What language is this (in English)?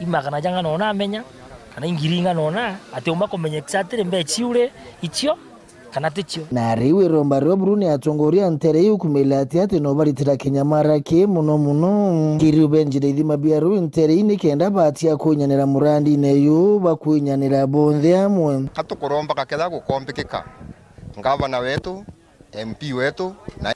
Meru